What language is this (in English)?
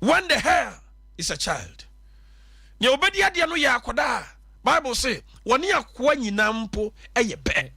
Akan